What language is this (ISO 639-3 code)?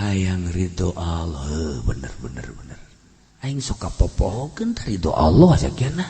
sun